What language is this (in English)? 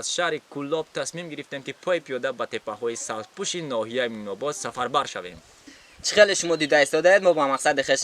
Tajik